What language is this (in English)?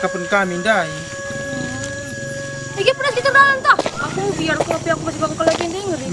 Batak Karo